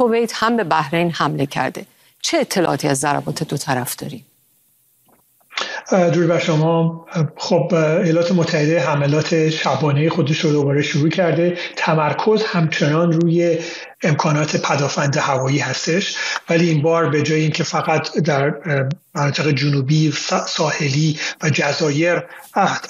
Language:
Persian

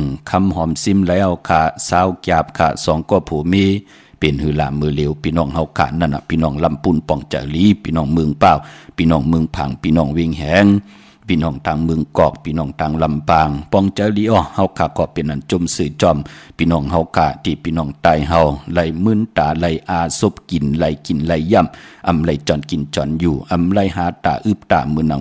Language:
Shan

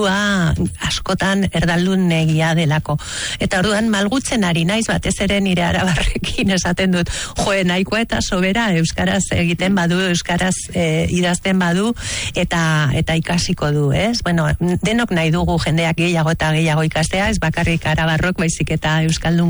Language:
Basque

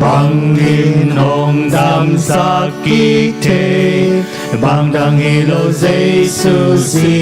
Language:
Tedim Chin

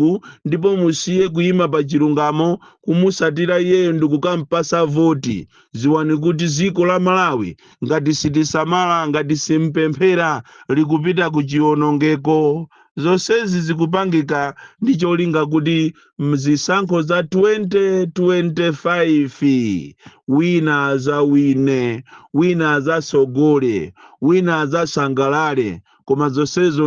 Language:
Nyanja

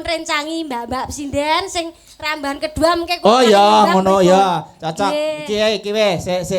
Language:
Javanese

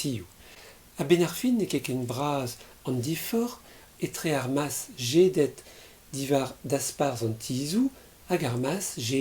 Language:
Breton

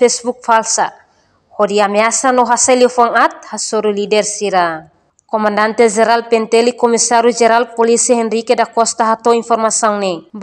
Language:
Tetum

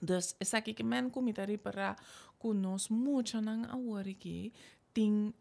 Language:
Papiamento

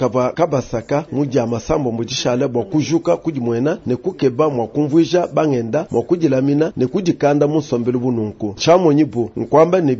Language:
Luba-Lulua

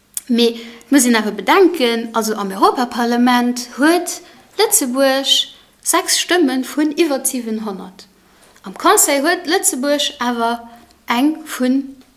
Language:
Luxembourgish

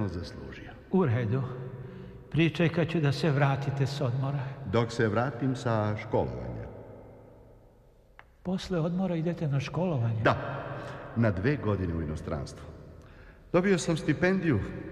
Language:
Serbian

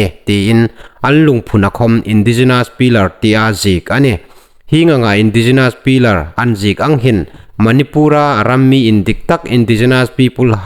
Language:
Hmar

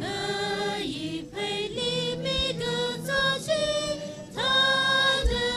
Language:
Tangkhul Naga (India)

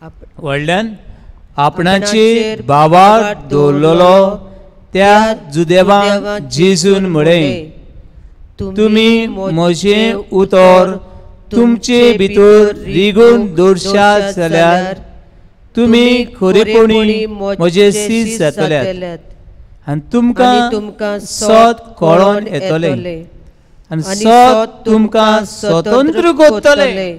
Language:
Konkani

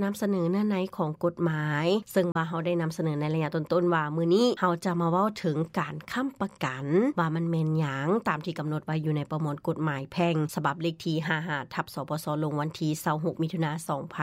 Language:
Lao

